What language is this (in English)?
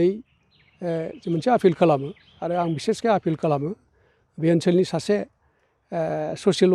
Bodo